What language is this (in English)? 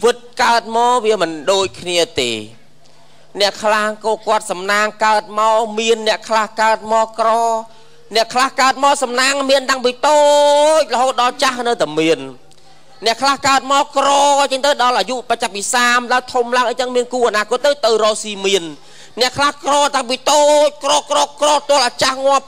Khmer